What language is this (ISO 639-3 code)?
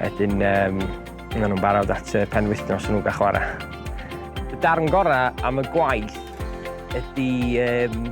cym